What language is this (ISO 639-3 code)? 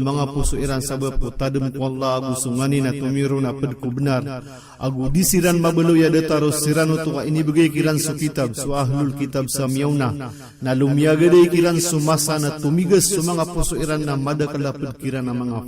mrw